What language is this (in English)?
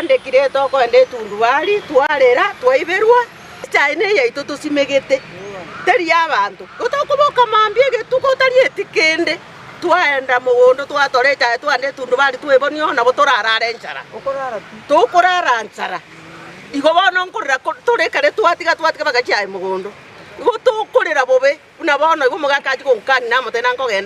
Gusii